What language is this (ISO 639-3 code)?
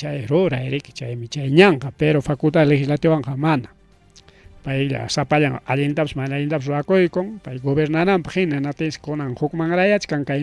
quy